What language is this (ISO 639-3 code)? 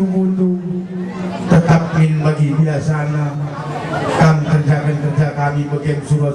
btx